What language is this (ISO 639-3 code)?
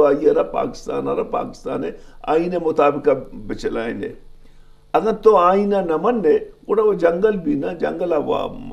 bgp